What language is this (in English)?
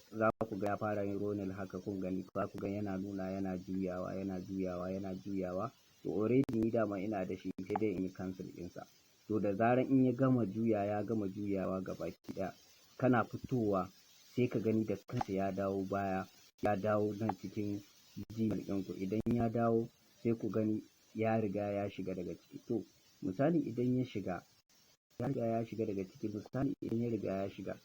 Hausa